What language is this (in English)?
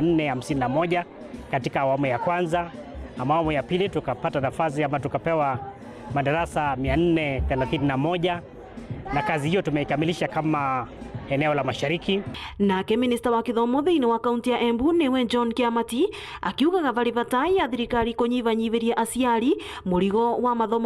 Meru